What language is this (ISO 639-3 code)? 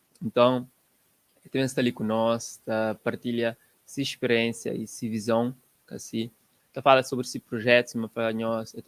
kea